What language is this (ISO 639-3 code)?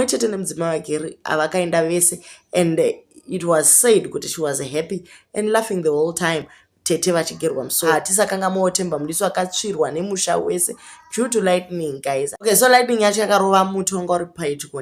sna